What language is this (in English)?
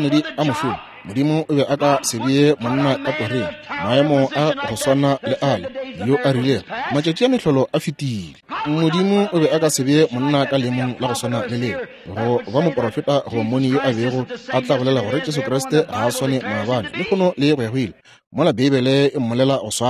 Northern Sotho